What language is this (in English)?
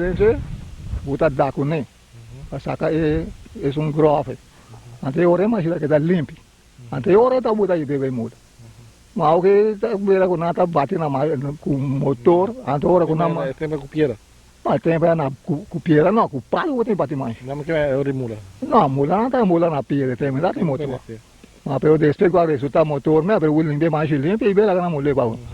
Papiamento